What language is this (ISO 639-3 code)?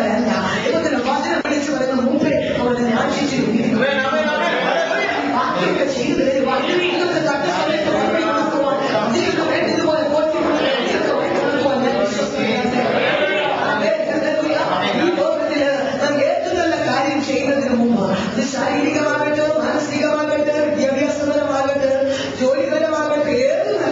mal